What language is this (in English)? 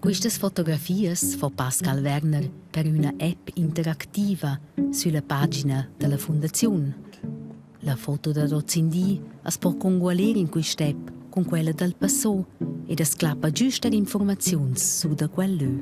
Romansh